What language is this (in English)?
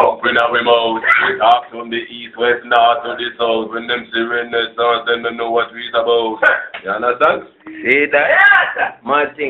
Jamaican Creole English